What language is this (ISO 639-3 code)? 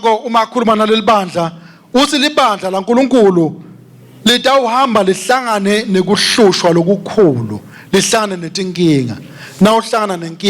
ssw